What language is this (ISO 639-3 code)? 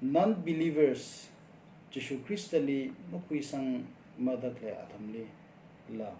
nmf